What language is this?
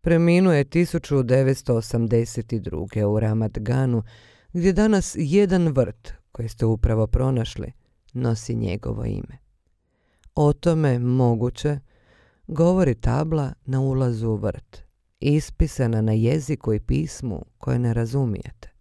Bosnian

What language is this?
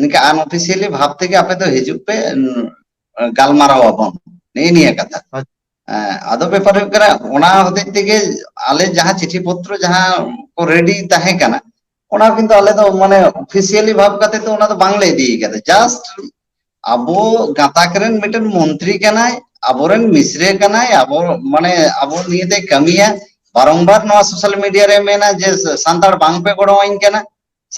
Santali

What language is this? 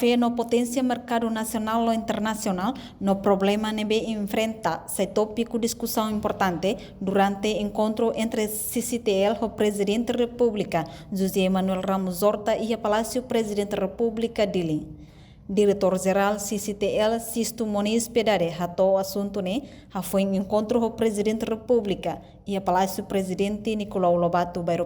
Tetum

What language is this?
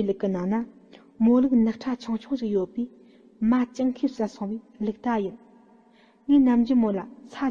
Tibetan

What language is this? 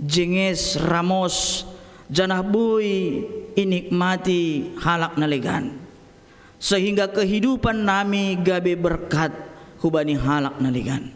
Batak Simalungun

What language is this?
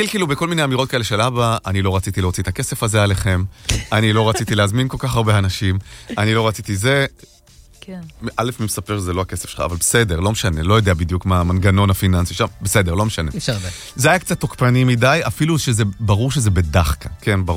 Hebrew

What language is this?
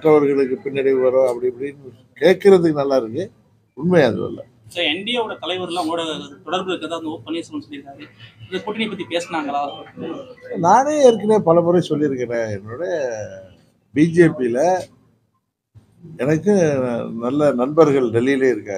Tamil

